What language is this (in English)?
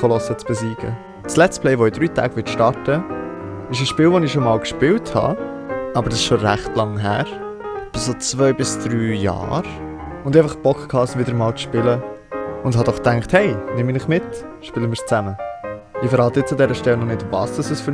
Swiss German